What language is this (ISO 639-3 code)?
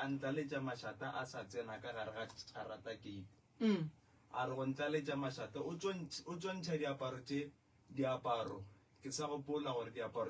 nso